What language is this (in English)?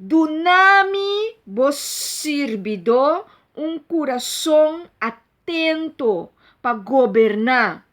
Papiamento